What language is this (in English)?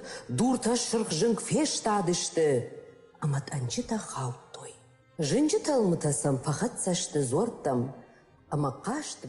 Ossetic